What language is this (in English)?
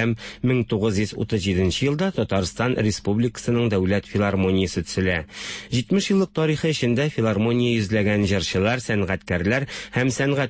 Tatar